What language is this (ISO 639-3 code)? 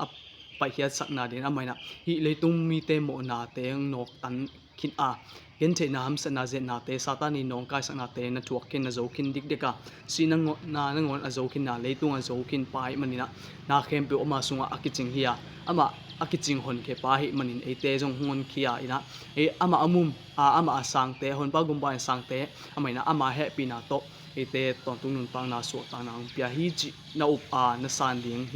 ctd